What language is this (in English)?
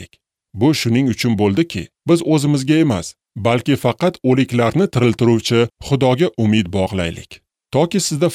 Uzbek